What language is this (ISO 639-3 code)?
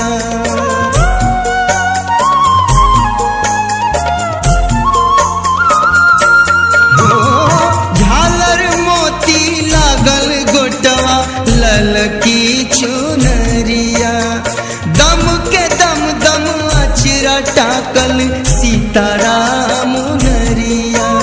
bho